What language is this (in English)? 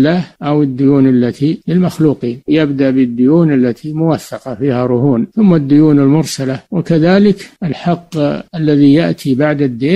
Arabic